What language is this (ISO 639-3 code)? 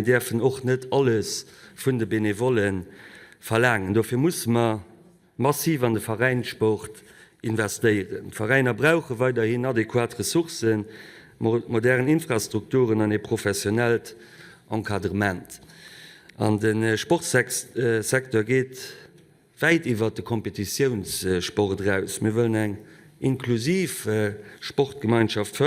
ltz